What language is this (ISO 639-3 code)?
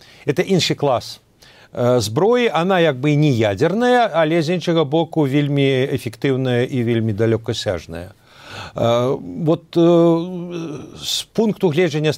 bel